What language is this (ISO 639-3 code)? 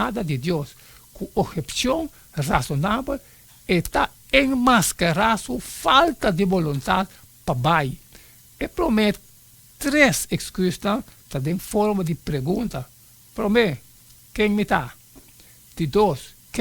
pap